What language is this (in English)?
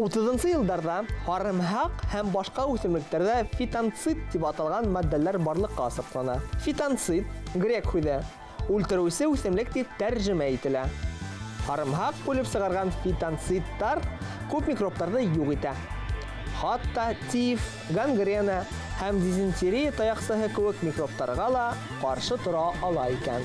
Bashkir